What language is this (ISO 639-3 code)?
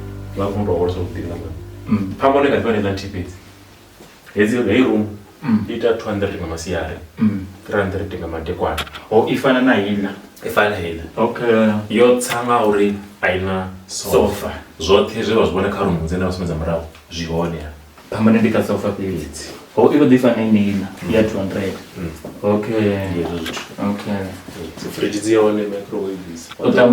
ven